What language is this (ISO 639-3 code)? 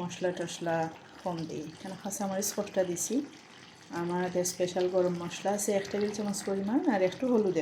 syl